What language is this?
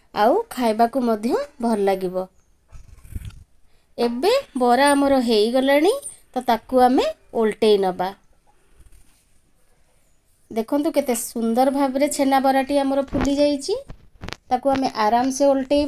Odia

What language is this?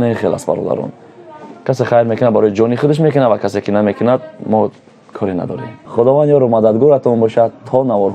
Tajik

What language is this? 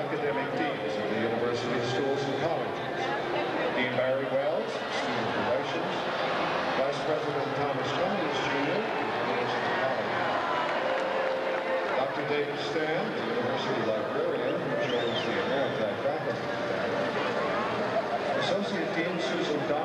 English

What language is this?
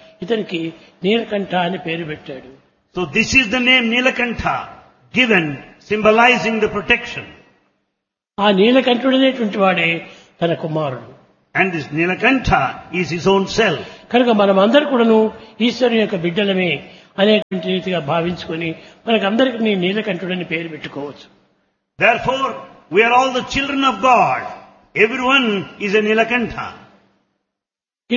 Telugu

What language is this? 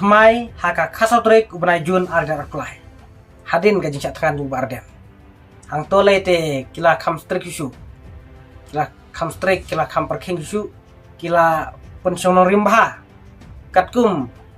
Khasi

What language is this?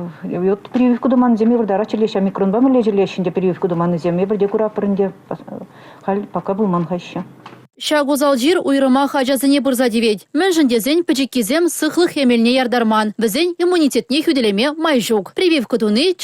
Chuvash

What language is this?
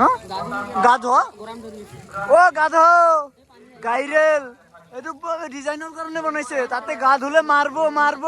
Assamese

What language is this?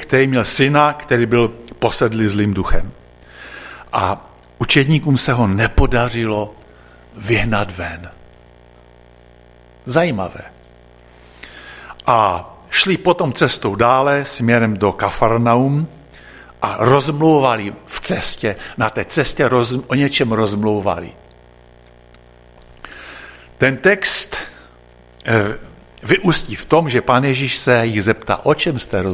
Czech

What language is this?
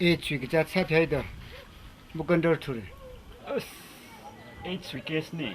Tangkhul Naga (India)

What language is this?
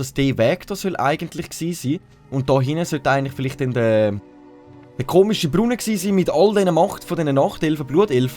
Swiss German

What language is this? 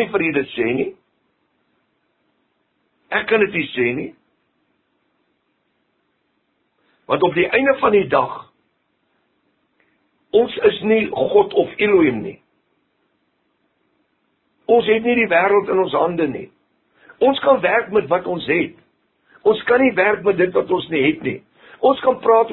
Afrikaans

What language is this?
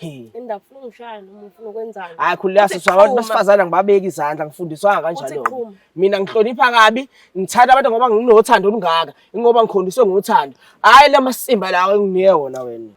Zulu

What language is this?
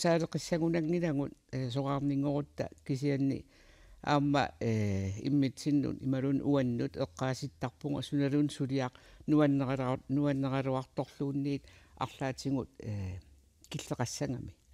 Kalaallisut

